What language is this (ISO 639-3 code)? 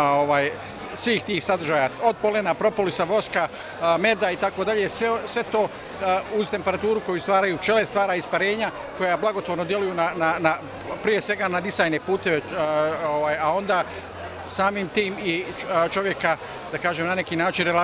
bos